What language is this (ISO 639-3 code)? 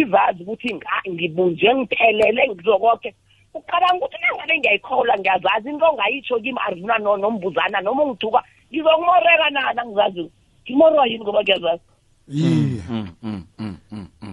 nbl